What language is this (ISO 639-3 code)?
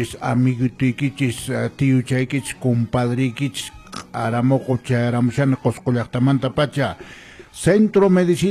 que